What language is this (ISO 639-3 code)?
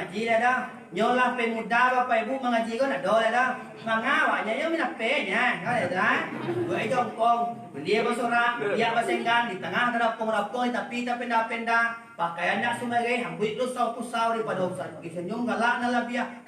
min